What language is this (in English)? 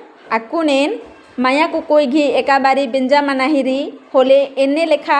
Kurukh